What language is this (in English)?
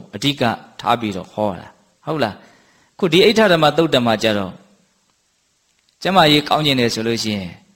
Burmese